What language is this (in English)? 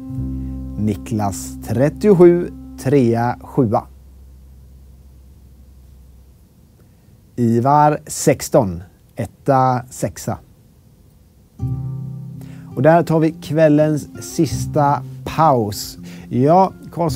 Swedish